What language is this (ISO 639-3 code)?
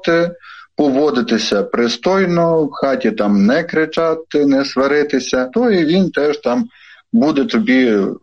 ukr